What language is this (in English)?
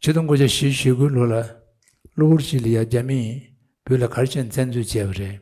Tibetan